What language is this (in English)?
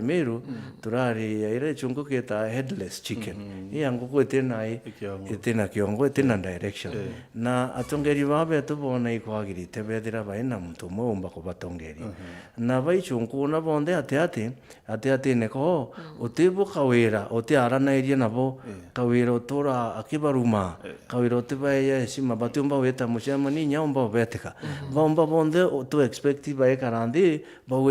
Meru